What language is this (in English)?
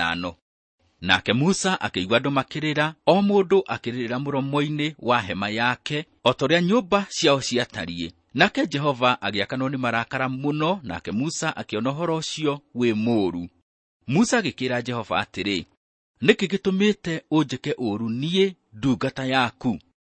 Kikuyu